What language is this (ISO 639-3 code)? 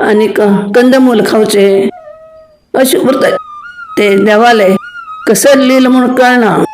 kok